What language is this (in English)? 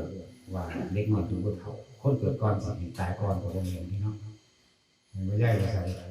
Northeastern Thai